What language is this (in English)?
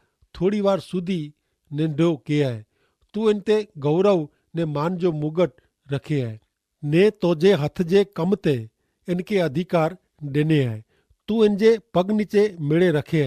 Kachhi